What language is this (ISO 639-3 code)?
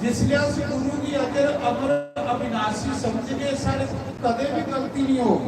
doi